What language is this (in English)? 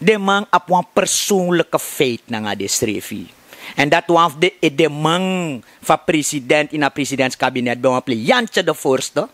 Sranan Tongo